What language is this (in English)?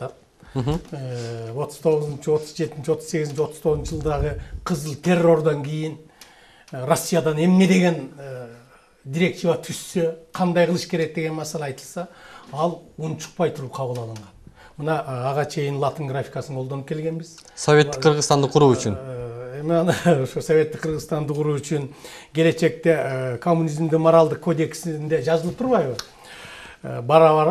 Kyrgyz